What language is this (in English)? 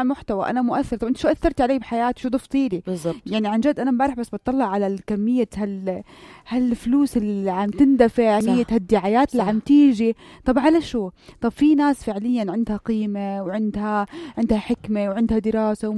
North Levantine Arabic